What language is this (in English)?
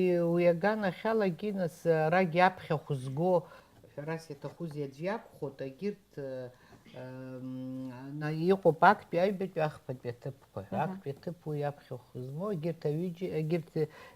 Abkhazian